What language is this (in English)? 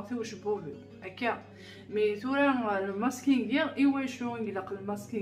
Kabyle